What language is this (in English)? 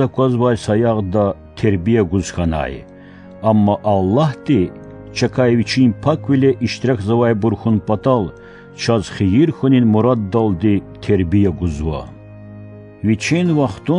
Lezghian